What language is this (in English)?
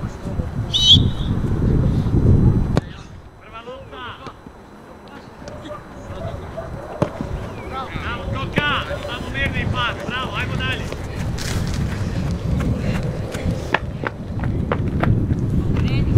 Croatian